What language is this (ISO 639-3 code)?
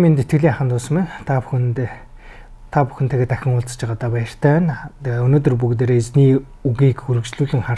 mon